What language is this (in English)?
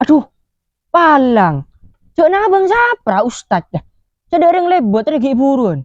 Madurese